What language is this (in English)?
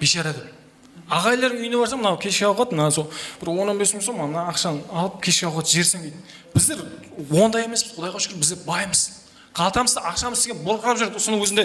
Kara-Kalpak